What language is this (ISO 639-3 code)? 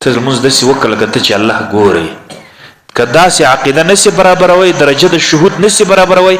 pus